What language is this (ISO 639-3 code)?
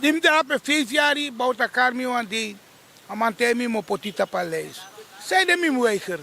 srn